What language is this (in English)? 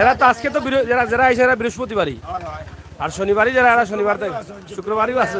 Sylheti